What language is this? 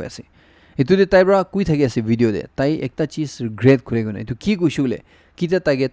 Naga Pidgin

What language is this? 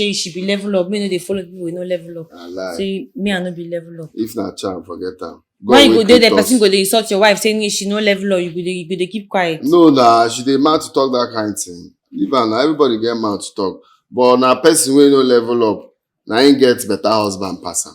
Nigerian Pidgin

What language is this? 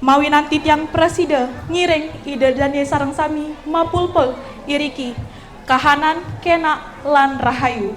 Balinese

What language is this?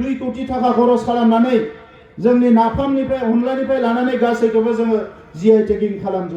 Bodo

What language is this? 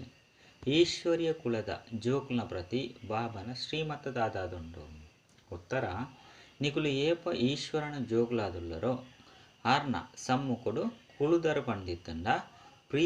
Tulu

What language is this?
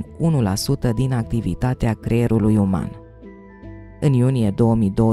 Romanian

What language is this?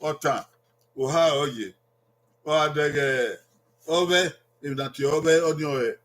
Bini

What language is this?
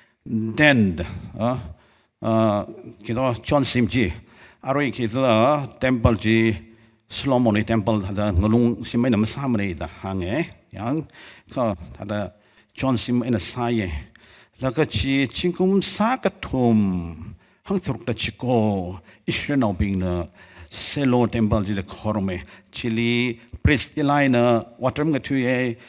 Tangkhul Naga (India)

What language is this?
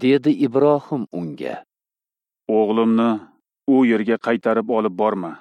Uzbek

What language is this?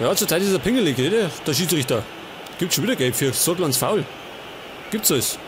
Bavarian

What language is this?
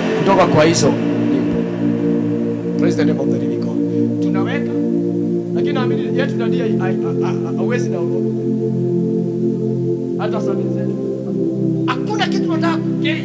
Swahili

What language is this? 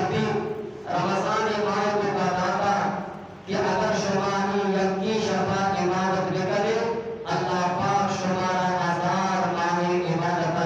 Eastern Balochi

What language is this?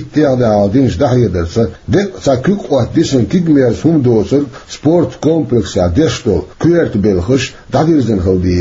Chechen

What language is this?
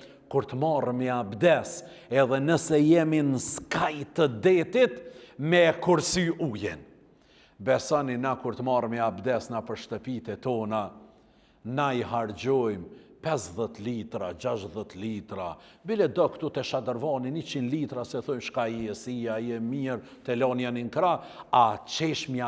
Albanian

